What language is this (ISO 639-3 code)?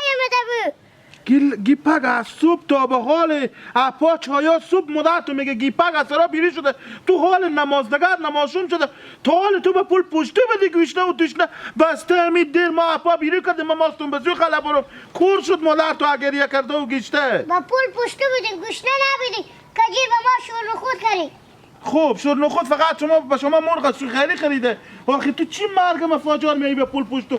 haz